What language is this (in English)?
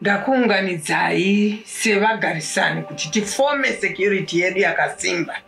Shona